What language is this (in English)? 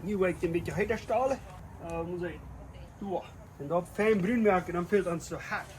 Plautdietsch